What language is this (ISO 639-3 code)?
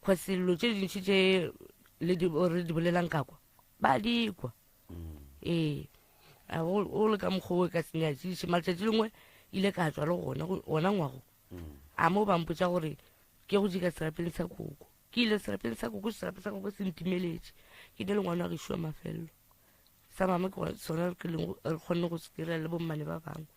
nso